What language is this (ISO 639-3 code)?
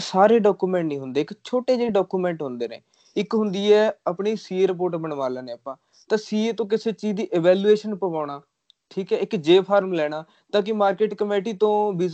pan